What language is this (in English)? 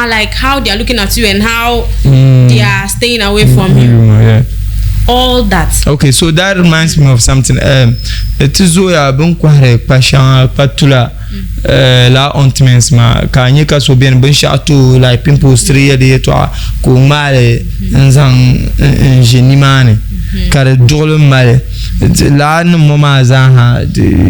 Dagbani